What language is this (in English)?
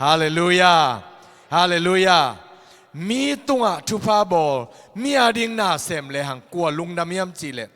Tedim Chin